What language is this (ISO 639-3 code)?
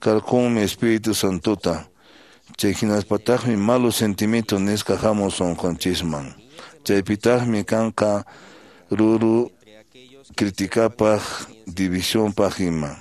que